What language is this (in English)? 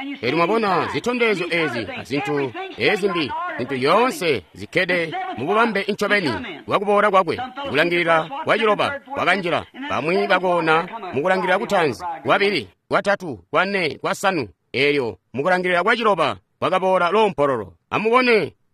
Tonga (Zambia)